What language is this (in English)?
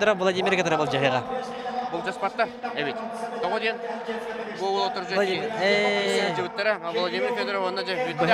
Yakut